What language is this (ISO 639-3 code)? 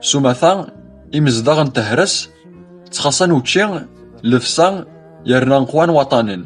kab